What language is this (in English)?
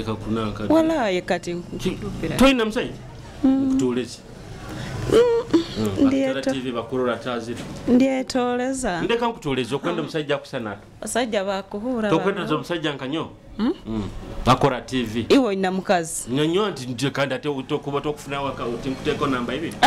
Nyoro